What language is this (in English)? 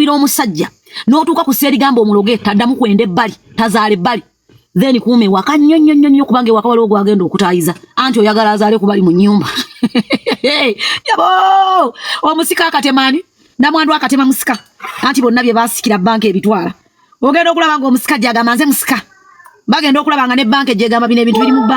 Ganda